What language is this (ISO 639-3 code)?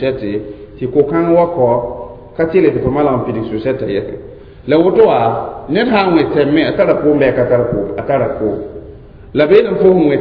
mos